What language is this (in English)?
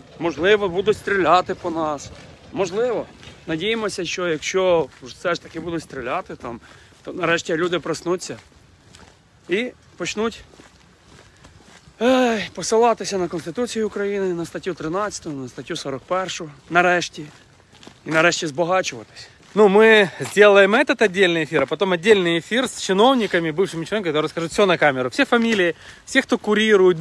Ukrainian